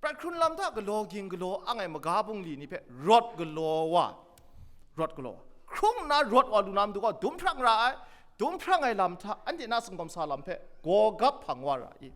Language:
Kachin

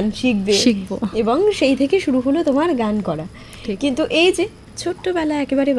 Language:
Bangla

